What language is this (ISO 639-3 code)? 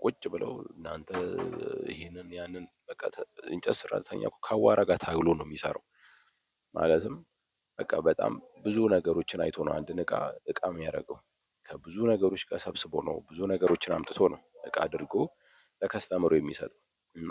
amh